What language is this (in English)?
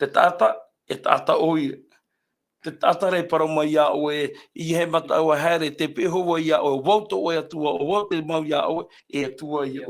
Tahitian